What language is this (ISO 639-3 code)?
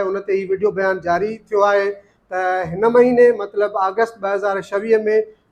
snd